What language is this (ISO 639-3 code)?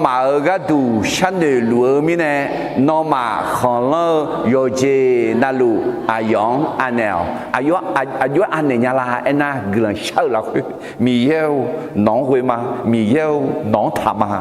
ahk